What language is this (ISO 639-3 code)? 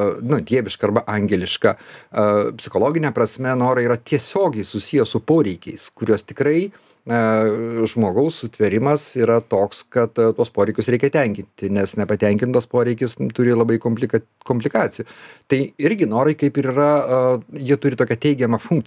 lit